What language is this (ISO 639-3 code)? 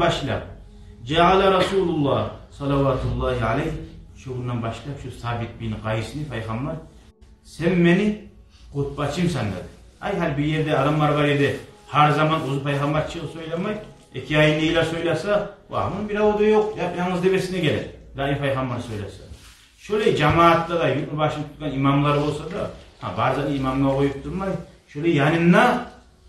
kum